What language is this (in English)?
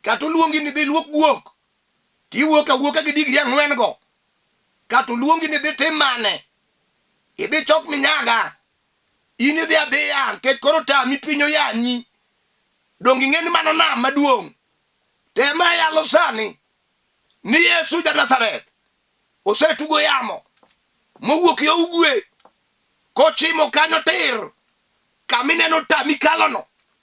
Luo (Kenya and Tanzania)